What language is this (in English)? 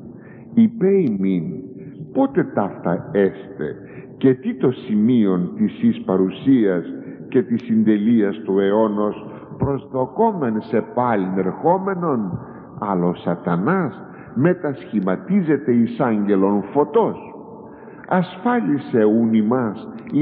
Greek